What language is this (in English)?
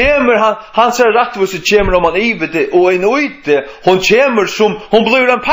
Faroese